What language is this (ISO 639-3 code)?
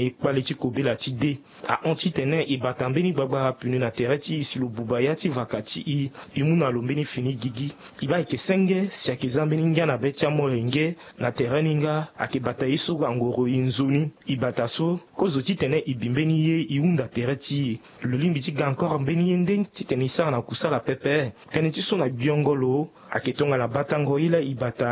sag